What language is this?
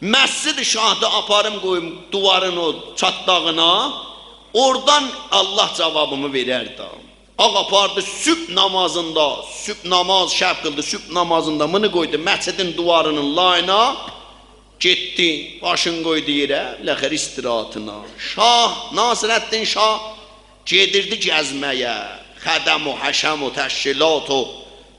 South Azerbaijani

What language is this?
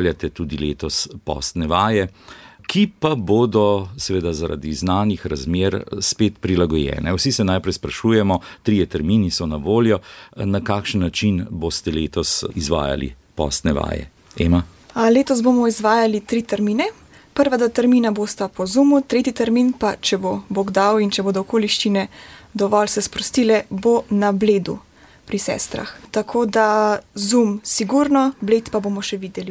Slovenian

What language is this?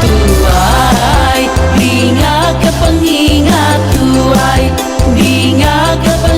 Iban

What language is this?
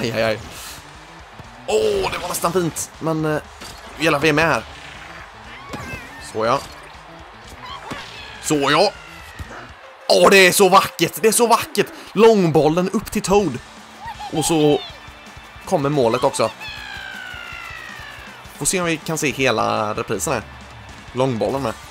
Swedish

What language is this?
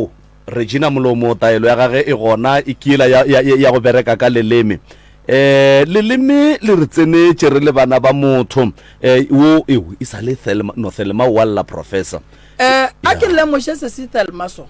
Northern Sotho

